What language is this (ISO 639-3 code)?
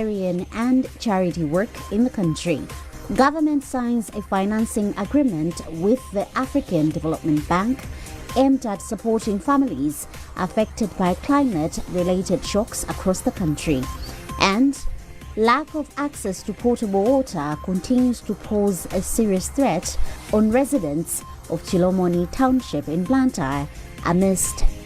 eng